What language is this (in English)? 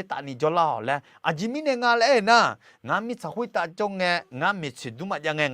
Akha